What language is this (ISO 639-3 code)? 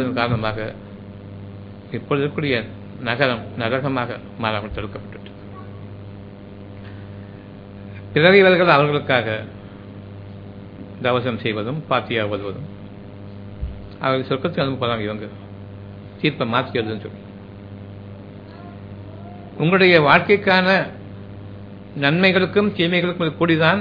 tam